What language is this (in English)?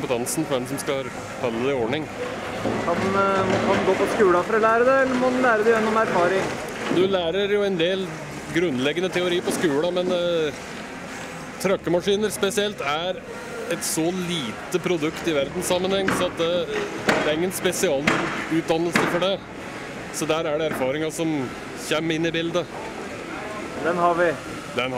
Norwegian